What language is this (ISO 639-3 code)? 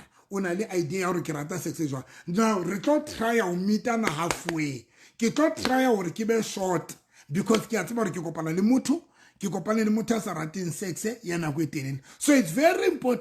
sot